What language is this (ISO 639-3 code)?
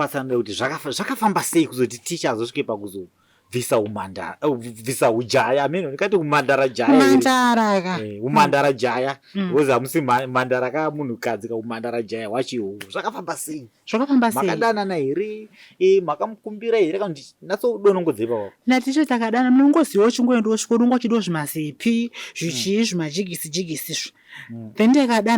sna